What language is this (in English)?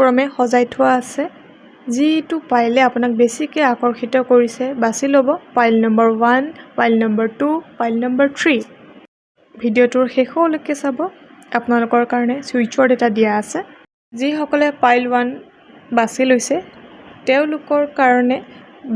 Assamese